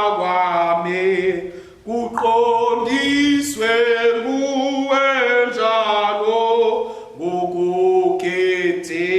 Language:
Swati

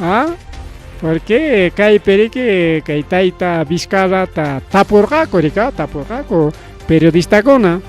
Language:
Ayacucho Quechua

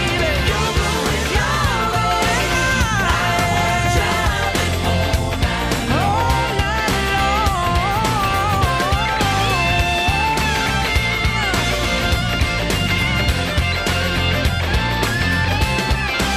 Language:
English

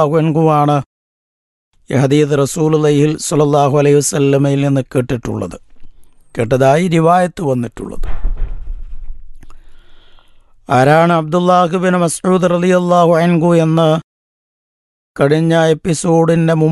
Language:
Malayalam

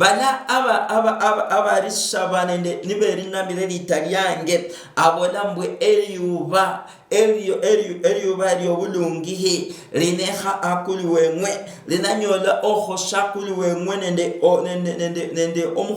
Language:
Luyia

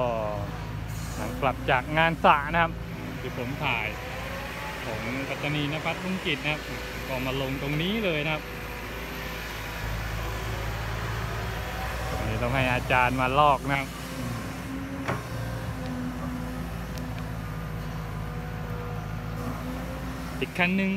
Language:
Thai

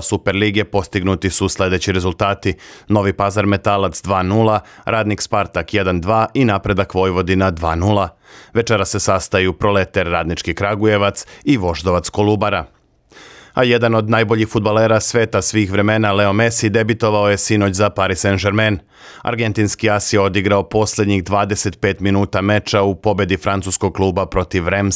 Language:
Serbian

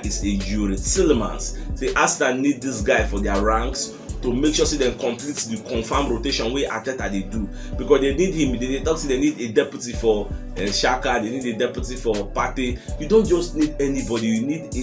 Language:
Nigerian Pidgin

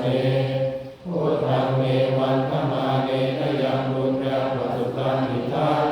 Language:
Pali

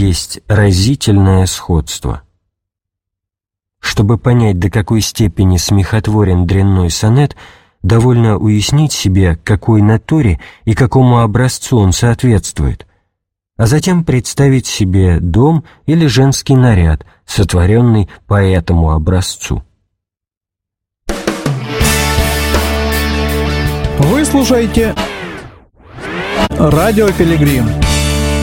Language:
Russian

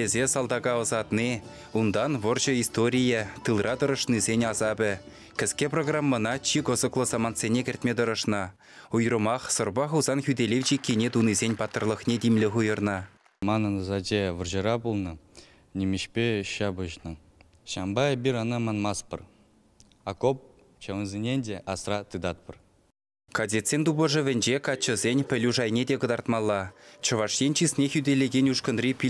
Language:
Chuvash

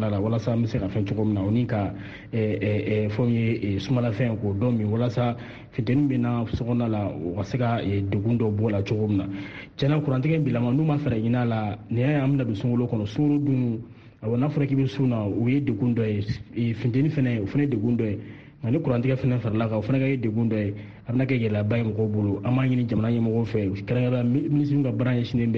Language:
Bambara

